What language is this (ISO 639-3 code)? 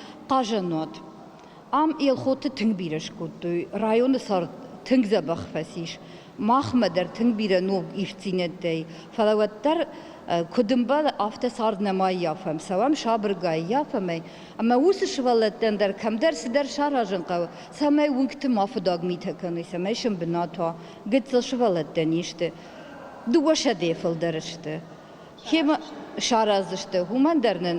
oss